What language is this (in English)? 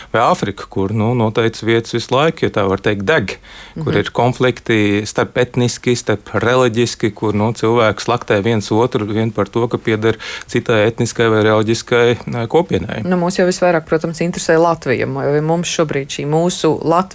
Latvian